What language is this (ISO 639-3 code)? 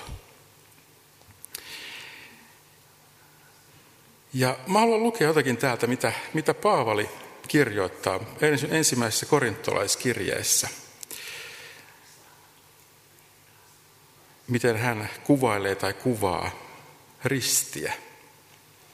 fin